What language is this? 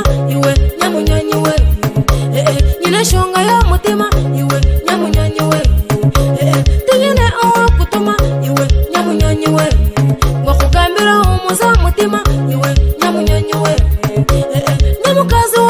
Nyoro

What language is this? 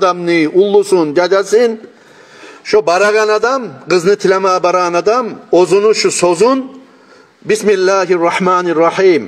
Kumyk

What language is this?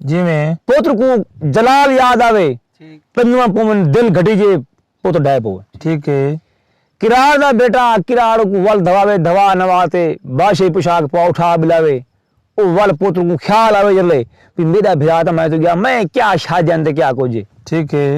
Saraiki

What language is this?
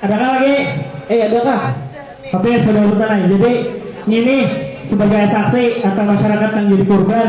Banjar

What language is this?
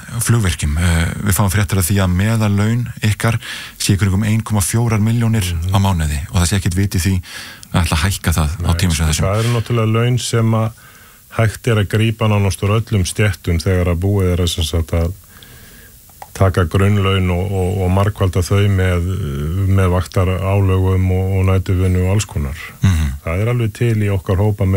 Icelandic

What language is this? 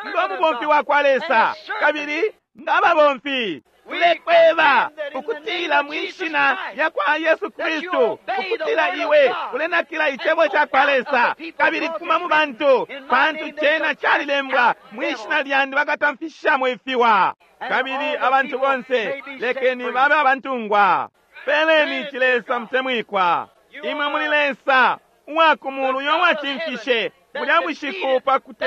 Bemba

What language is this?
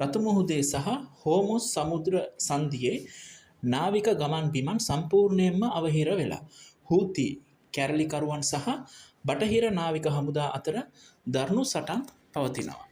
Sinhala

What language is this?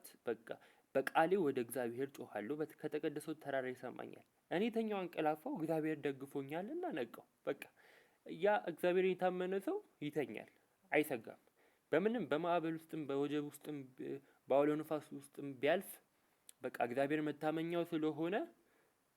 Amharic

